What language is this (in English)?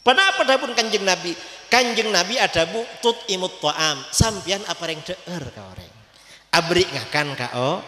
Madurese